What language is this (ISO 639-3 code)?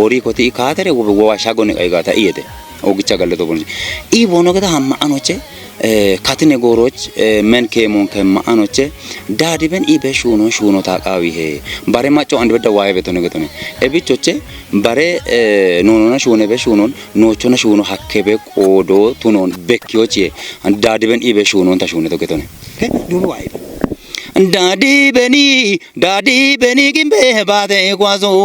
kbr